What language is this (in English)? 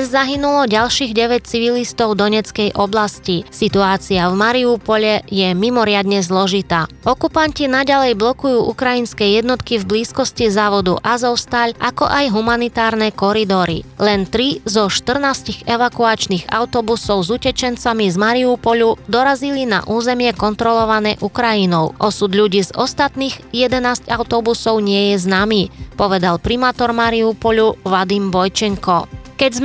Slovak